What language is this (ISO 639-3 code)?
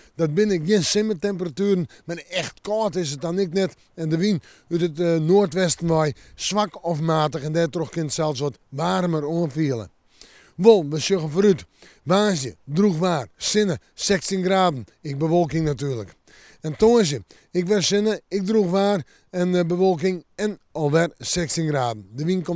fry